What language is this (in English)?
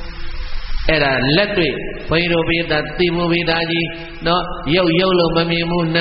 Burmese